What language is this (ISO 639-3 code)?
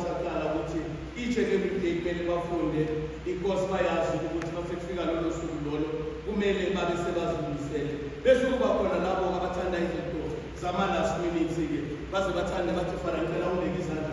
zul